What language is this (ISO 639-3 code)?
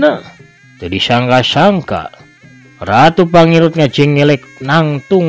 sun